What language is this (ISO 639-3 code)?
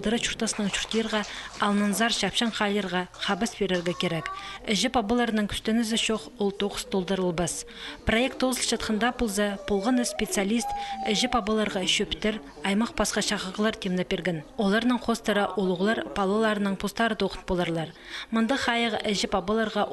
kjh